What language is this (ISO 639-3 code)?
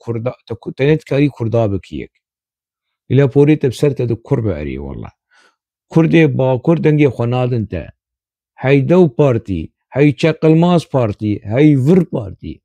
kur